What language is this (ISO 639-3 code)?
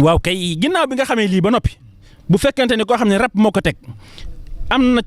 wol